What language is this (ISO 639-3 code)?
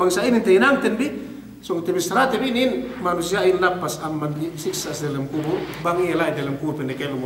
yka